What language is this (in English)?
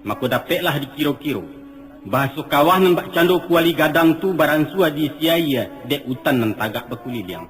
Minangkabau